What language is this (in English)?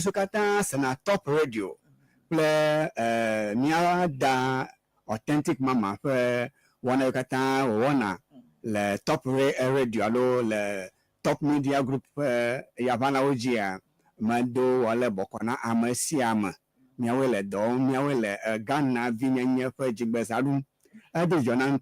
Ewe